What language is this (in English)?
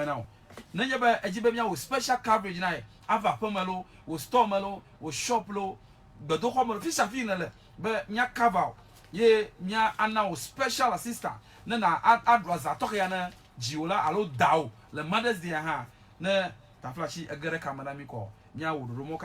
Ewe